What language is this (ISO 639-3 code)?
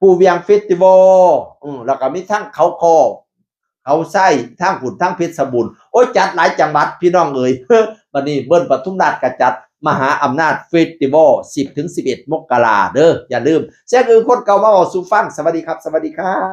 tts